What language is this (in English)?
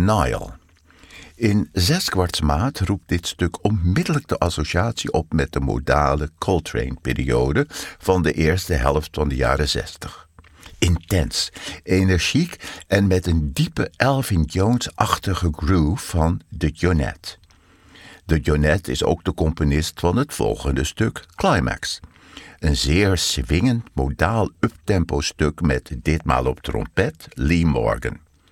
Dutch